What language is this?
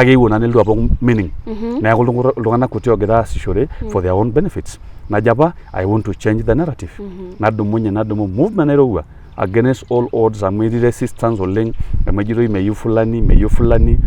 Masai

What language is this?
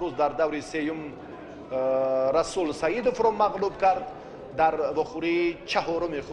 Tajik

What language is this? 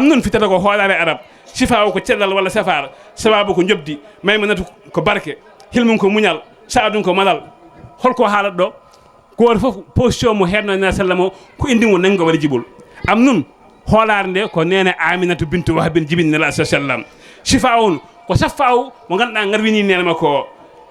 Fula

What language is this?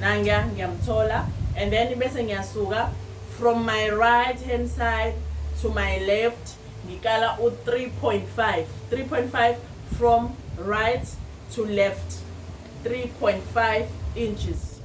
Zulu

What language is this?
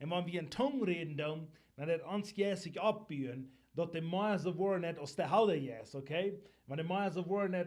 Plautdietsch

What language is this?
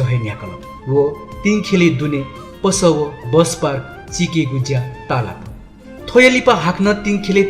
Newari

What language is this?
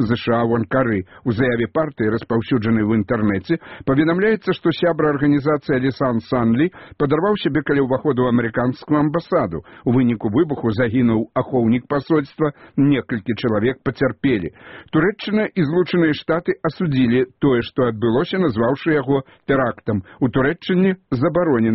Belarusian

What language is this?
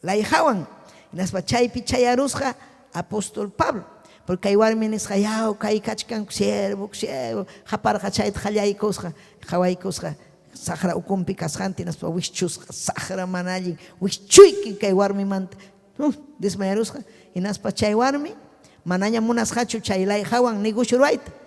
Ayacucho Quechua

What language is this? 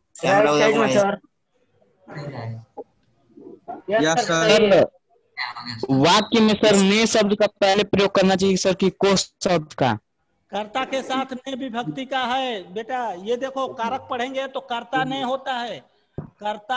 Hindi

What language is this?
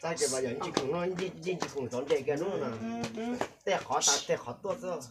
Hmong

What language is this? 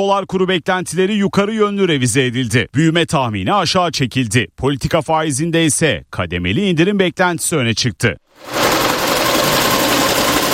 Turkish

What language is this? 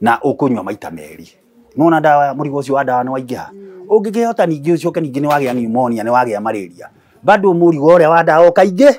Kikuyu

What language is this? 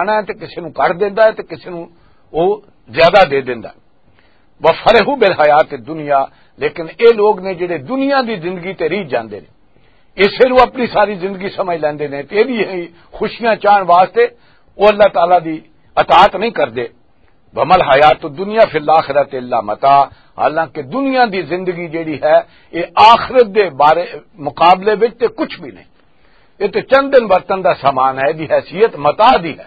Western Panjabi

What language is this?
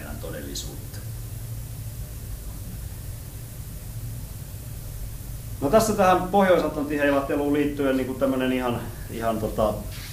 Finnish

